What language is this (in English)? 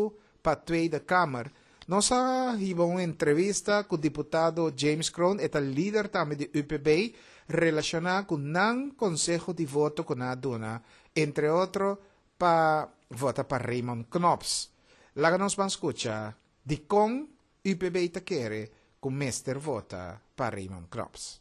Papiamento